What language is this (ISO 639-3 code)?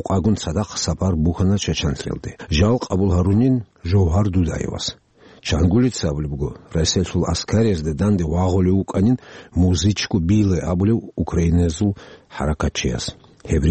ava